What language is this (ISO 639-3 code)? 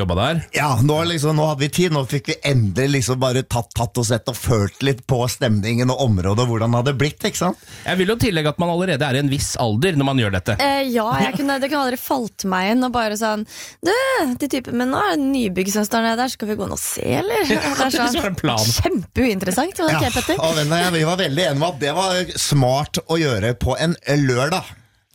nor